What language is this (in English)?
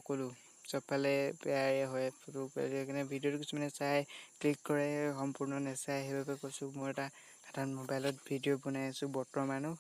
Assamese